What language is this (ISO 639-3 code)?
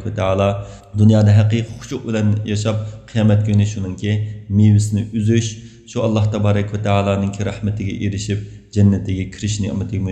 uig